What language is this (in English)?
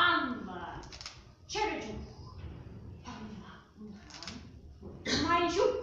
Chuvash